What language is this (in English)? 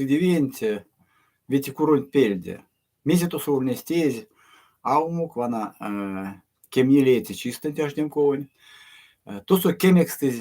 Erzya